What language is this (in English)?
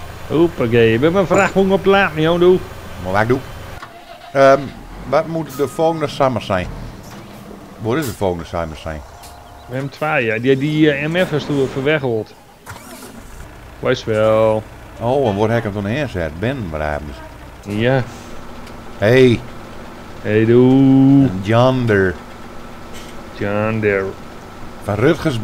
Dutch